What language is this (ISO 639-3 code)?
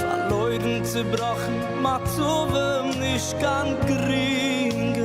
yid